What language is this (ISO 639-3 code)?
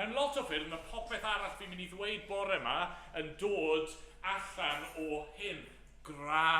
cym